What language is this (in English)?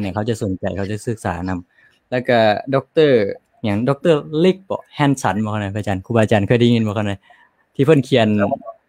Lao